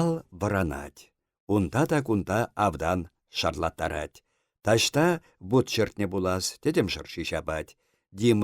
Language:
Chuvash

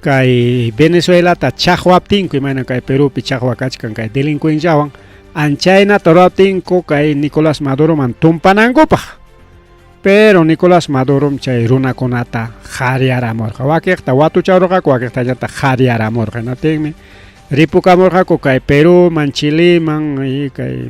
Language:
Ayacucho Quechua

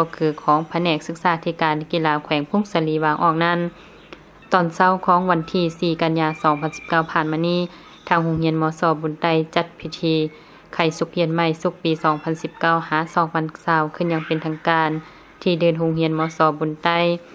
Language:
Lao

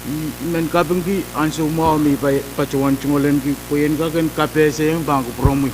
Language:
Pohnpeian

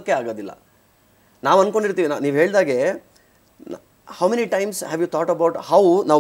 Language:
Kannada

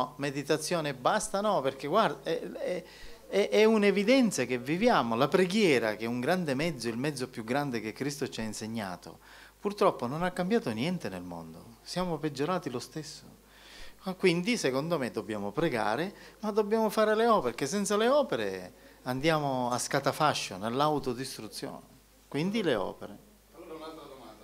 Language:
Italian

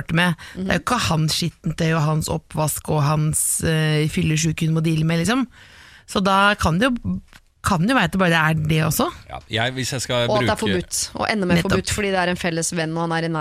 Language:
Norwegian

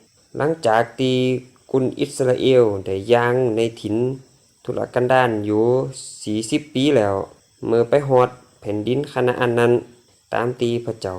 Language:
Lü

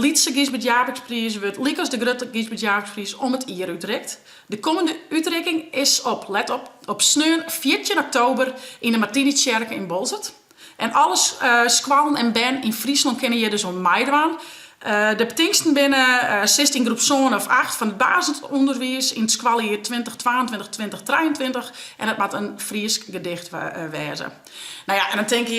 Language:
Western Frisian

